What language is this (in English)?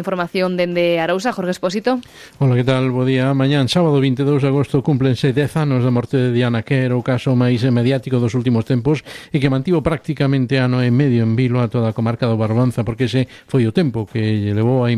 Galician